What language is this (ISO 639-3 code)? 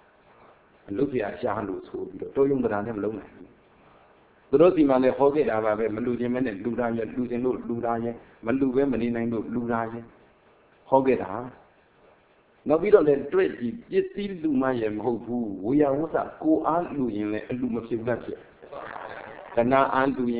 mya